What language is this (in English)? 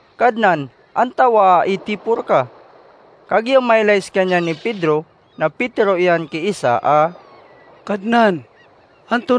Maranao